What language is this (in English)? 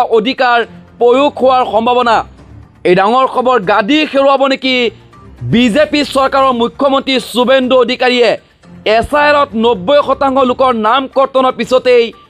Assamese